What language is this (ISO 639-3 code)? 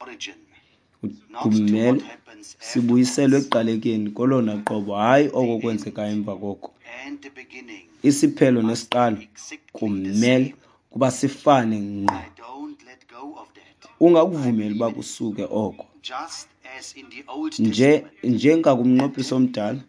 xho